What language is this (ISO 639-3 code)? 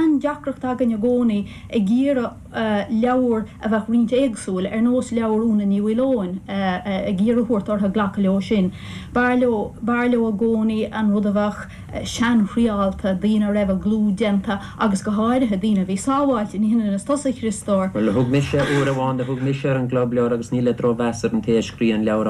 gle